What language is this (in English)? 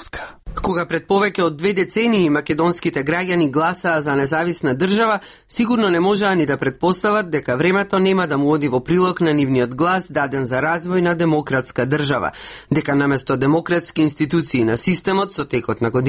Macedonian